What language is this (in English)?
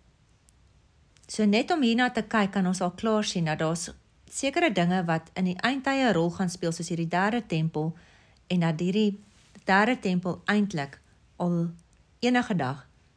Afrikaans